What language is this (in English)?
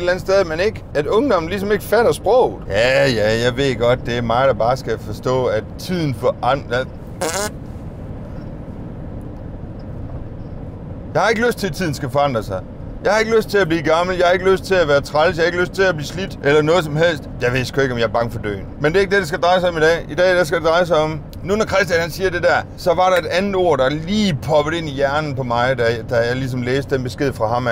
Danish